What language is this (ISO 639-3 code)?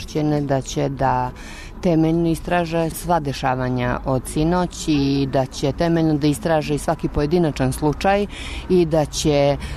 srp